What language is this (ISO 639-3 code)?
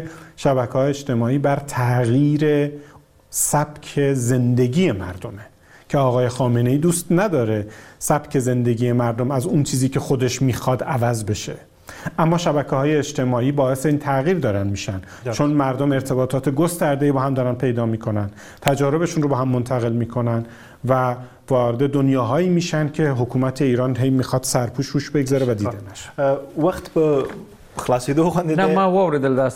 fas